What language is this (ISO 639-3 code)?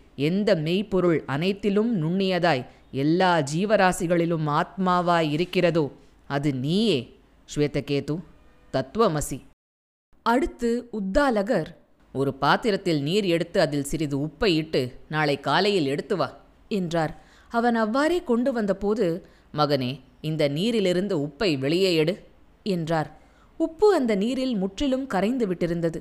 tam